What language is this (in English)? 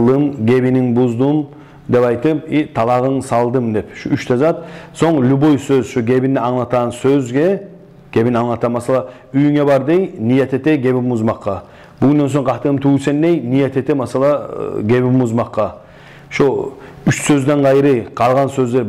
Kumyk